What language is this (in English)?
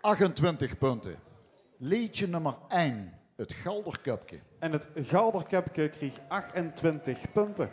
Limburgish